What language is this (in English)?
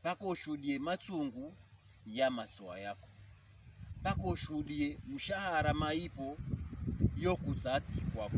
Pokomo